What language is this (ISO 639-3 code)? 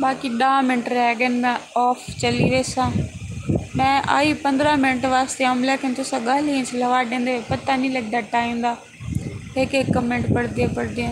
skr